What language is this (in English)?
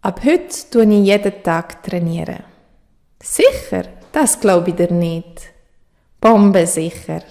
Swiss German